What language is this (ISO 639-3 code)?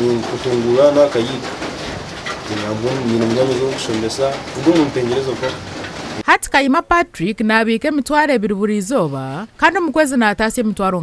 nyn